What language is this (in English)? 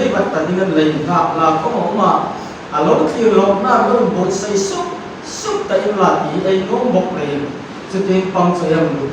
Hmar